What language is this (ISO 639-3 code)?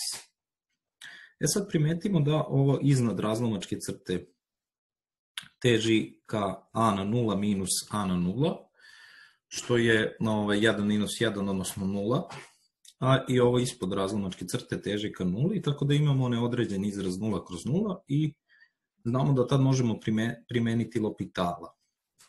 srp